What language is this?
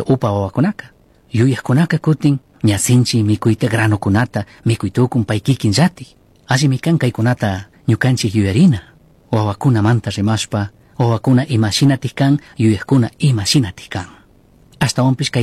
Chimborazo Highland Quichua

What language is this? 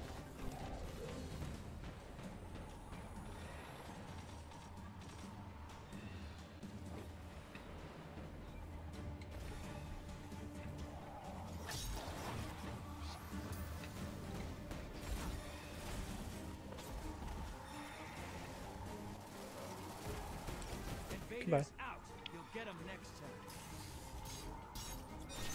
English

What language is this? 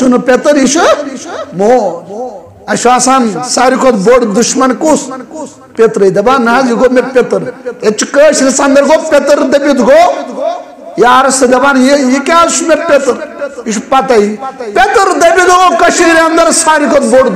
Kashmiri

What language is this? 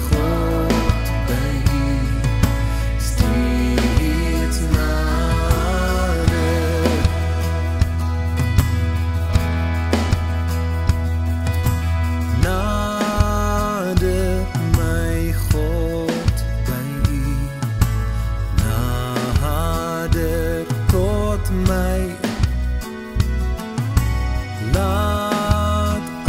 Afrikaans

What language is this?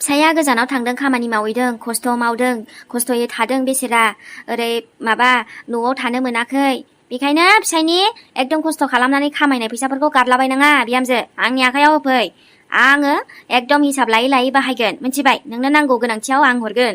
Bodo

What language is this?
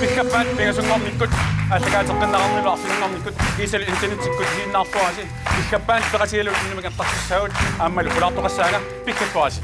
Kalaallisut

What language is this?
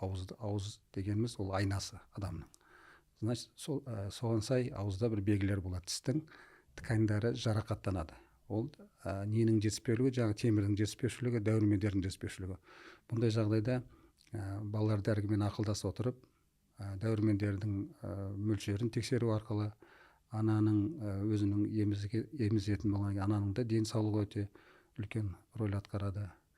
Kazakh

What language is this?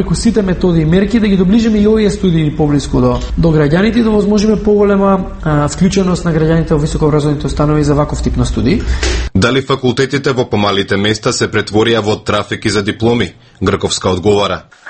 Macedonian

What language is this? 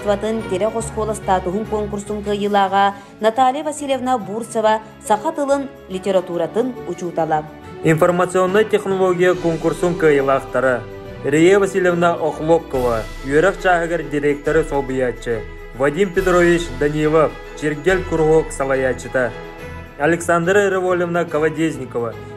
Yakut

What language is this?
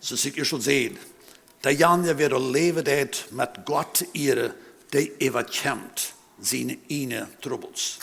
Plautdietsch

